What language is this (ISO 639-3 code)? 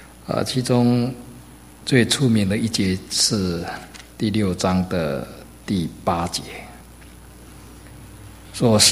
zho